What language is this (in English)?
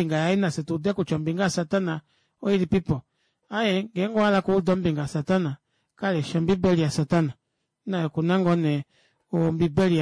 Kuanyama